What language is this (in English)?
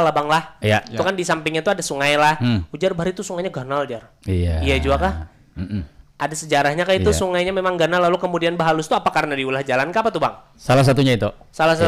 Banjar